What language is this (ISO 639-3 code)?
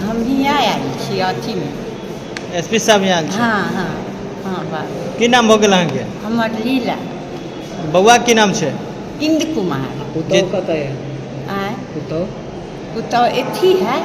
mai